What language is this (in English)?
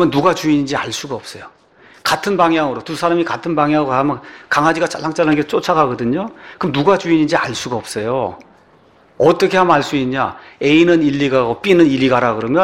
Korean